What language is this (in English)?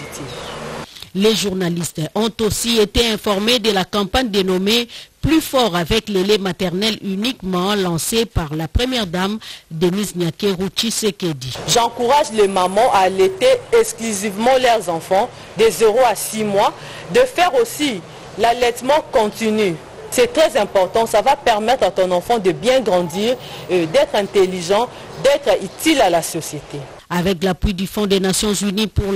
French